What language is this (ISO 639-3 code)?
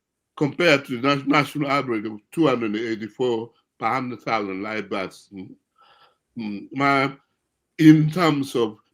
ach